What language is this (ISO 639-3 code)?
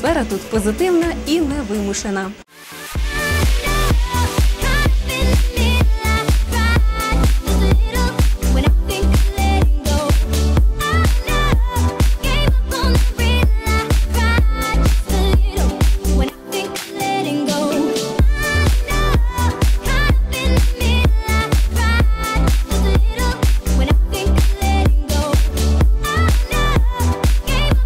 ukr